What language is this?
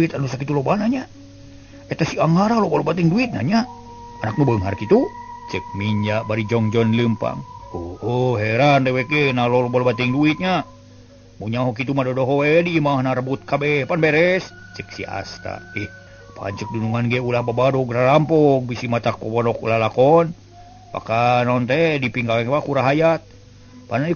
Sundanese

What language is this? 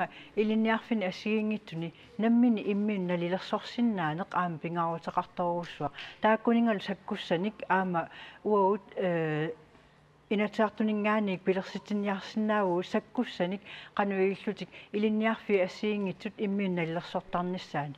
Kalaallisut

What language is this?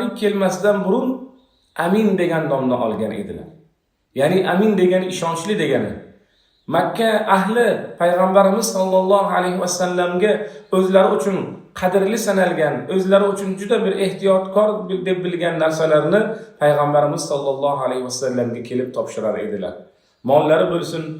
Uzbek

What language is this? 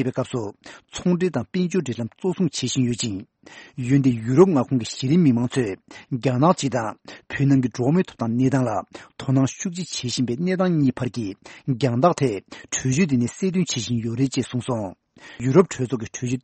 Tibetan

